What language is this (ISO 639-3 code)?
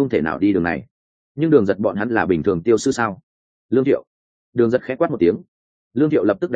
vie